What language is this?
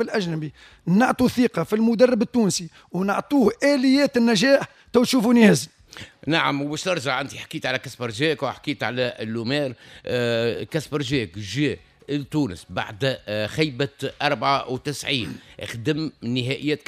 Tunisian Arabic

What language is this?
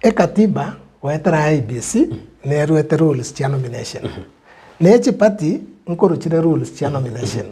Gusii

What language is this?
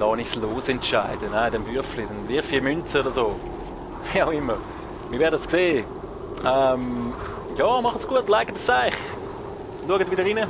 Swiss German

